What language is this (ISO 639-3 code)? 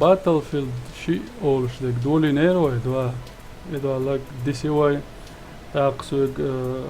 che